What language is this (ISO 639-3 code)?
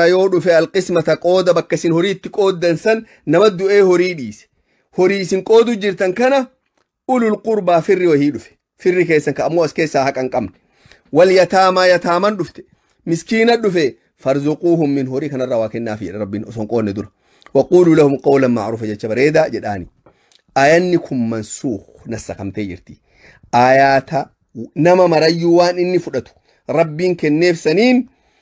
orm